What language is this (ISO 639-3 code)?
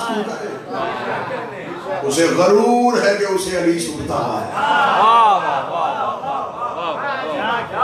urd